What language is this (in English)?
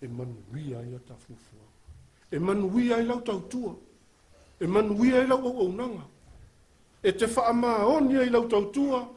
Samoan